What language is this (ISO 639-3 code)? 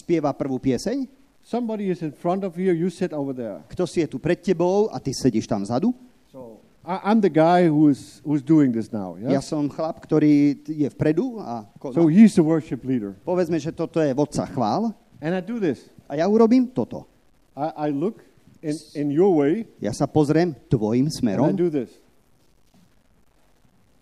slk